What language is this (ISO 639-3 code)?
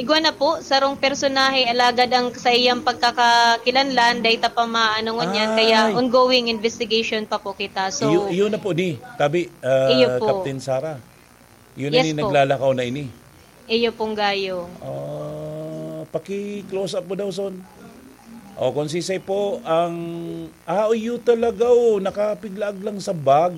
bik